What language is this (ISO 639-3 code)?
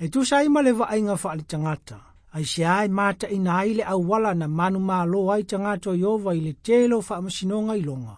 smo